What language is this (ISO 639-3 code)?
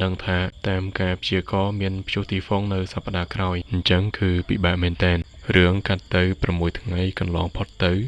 khm